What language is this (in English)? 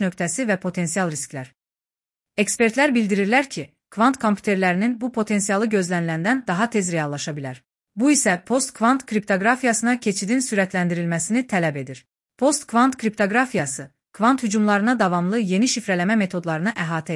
Azerbaijani